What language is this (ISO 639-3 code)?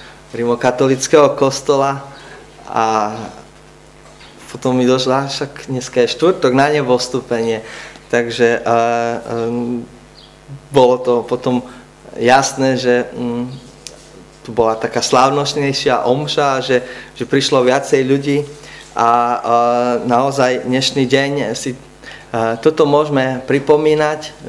slk